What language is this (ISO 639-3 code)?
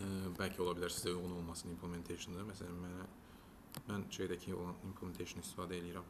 aze